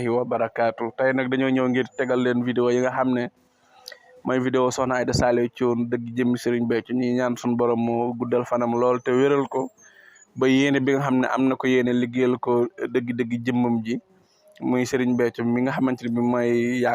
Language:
Wolof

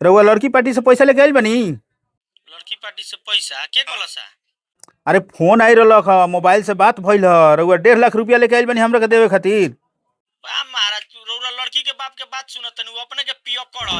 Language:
Bhojpuri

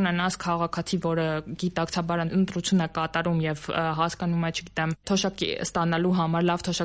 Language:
Armenian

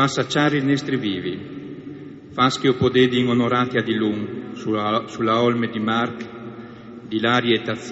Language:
Friulian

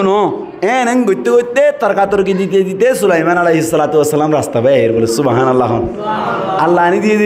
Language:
Rohingya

